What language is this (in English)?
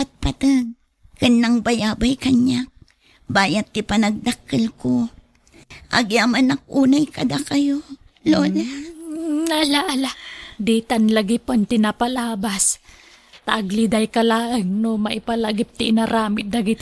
Iloko